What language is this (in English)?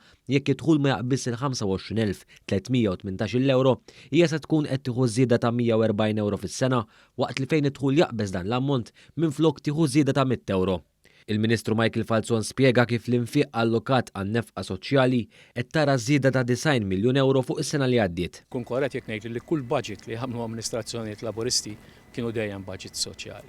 Maltese